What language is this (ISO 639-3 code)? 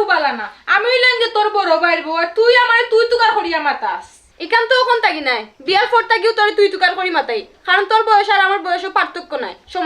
syl